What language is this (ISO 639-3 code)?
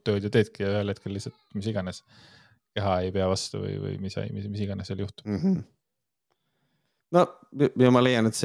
est